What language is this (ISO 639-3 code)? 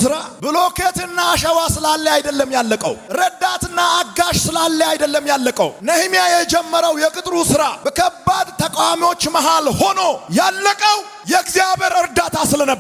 amh